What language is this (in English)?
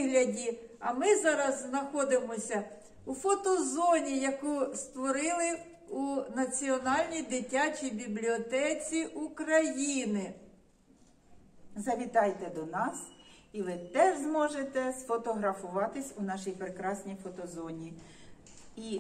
Ukrainian